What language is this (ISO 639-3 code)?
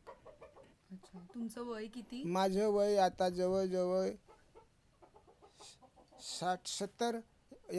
mar